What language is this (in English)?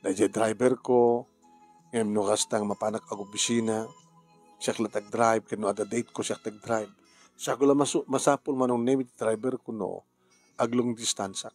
Iloko